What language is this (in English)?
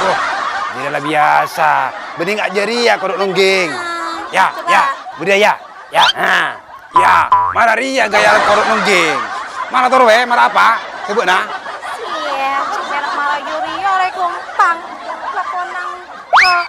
Madurese